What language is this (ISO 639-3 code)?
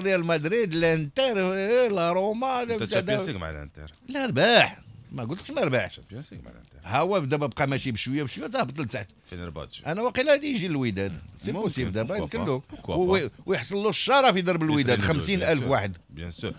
ary